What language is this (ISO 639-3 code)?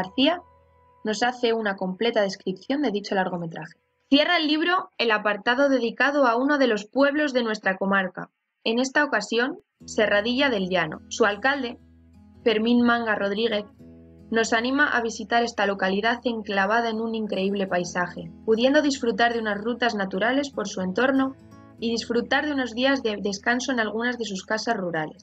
spa